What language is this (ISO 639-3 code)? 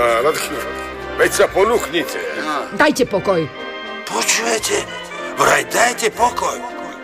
slk